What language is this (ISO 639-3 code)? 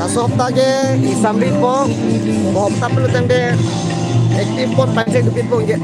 mjw